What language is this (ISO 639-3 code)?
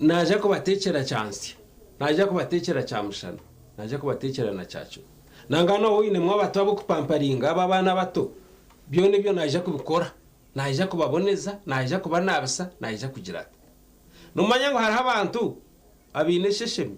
nyn